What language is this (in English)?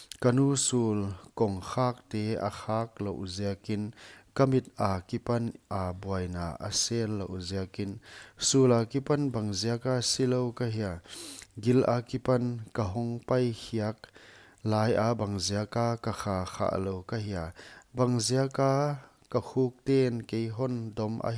Paite Chin